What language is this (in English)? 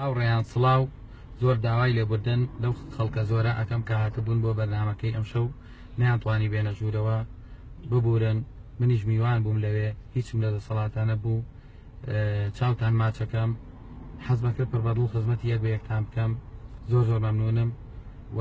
Central Kurdish